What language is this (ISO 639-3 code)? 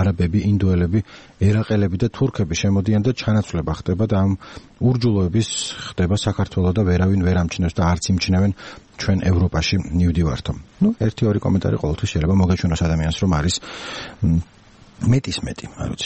kat